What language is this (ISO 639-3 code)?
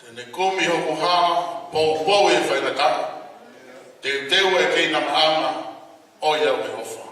ton